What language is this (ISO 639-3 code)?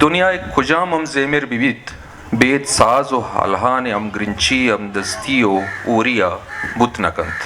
bgp